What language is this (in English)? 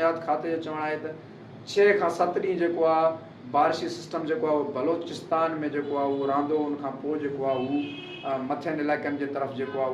Sindhi